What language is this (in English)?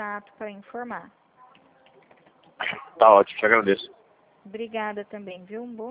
Portuguese